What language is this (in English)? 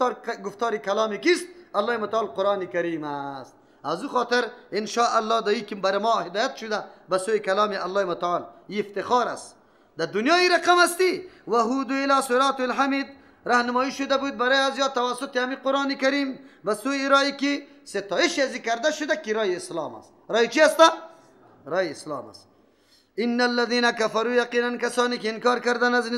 Persian